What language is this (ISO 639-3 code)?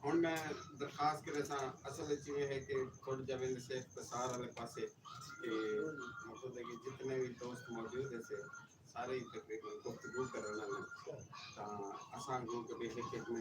skr